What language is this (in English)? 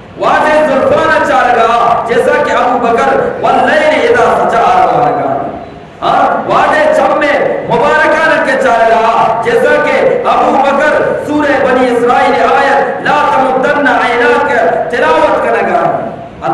Eastern Balochi